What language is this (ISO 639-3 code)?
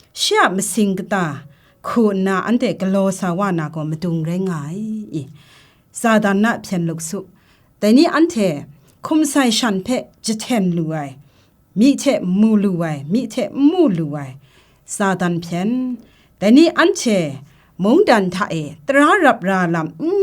kac